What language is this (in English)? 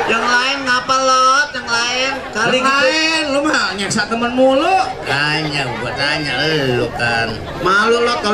Betawi